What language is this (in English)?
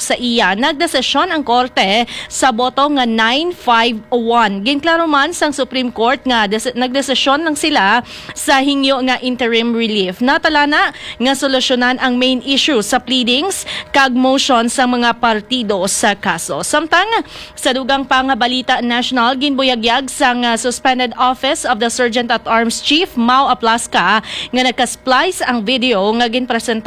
Hiligaynon